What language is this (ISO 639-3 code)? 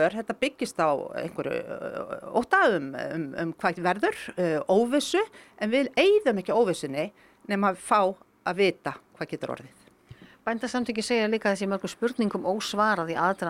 isl